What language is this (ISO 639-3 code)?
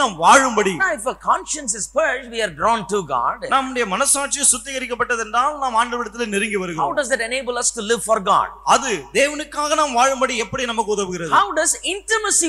tam